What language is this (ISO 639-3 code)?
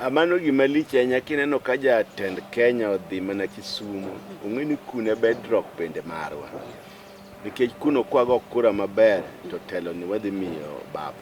luo